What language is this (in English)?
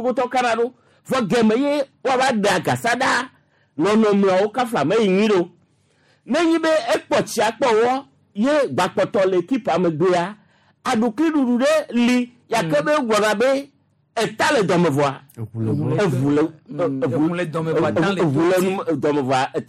Gen